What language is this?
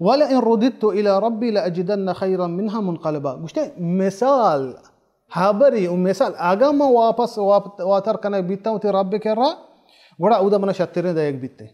Baluchi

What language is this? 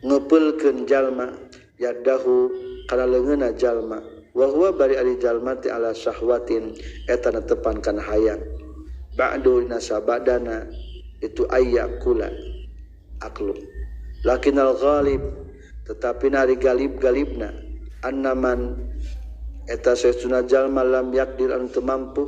Sundanese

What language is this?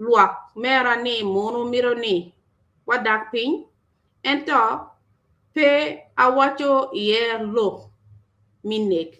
Acoli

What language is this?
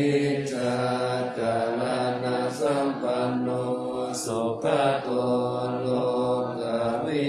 Pali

